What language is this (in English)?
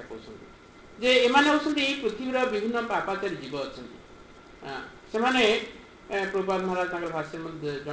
Odia